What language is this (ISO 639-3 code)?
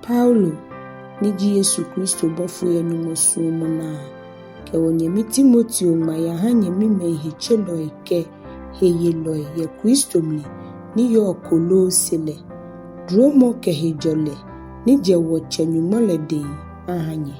gaa